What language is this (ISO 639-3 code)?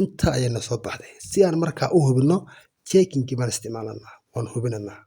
som